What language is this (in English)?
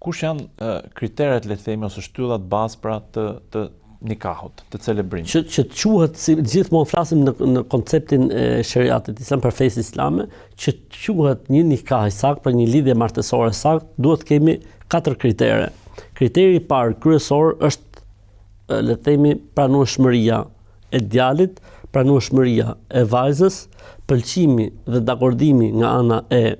Albanian